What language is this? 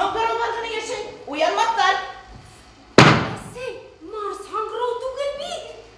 Bashkir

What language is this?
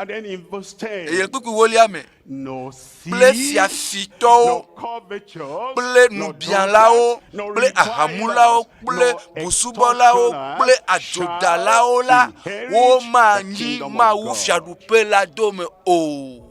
Ewe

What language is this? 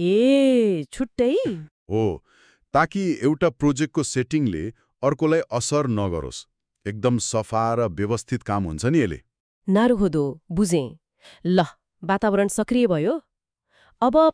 Nepali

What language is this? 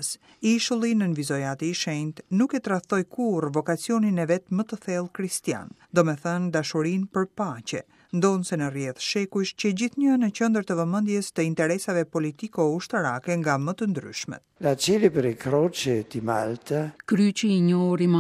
Albanian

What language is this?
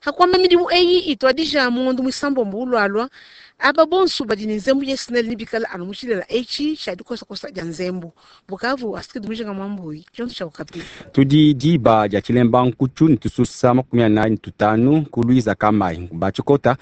Luba-Lulua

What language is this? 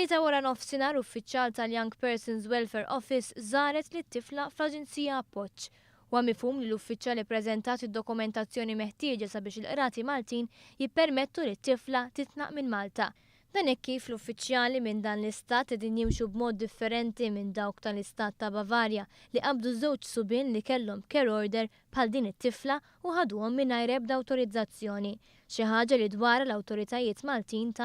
Maltese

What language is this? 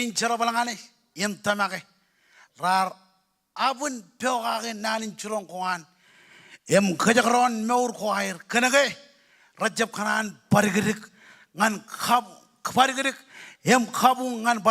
Marshallese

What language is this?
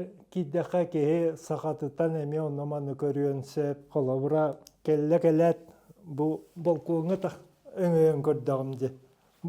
Yakut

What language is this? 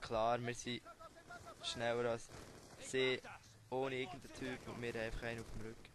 Swiss German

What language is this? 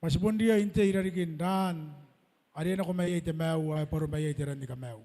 Gilbertese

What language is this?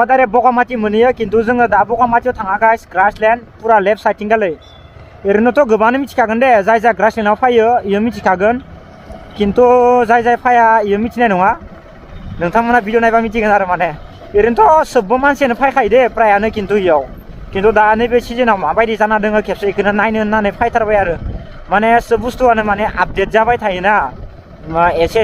Bodo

